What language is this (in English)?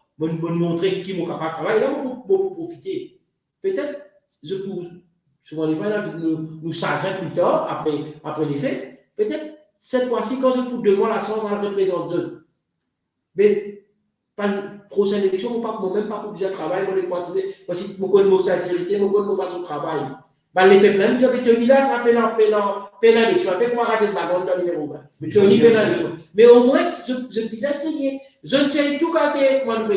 Morisyen